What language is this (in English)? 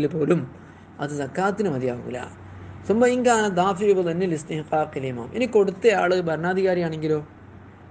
Malayalam